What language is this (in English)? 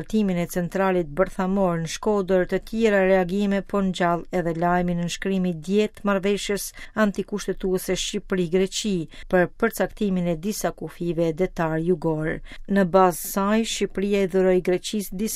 Albanian